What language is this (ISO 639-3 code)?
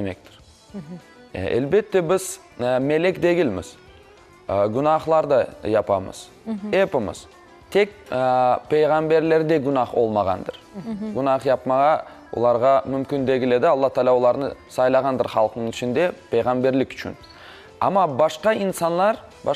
crh